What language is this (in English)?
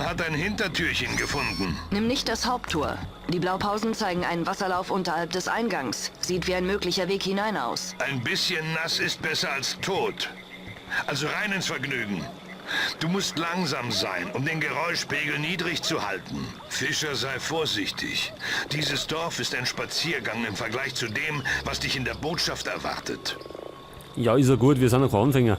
Bavarian